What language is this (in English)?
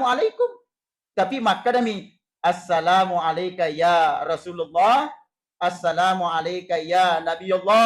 Buginese